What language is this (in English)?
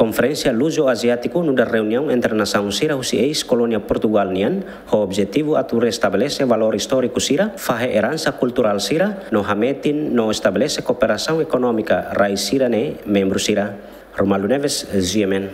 Tetum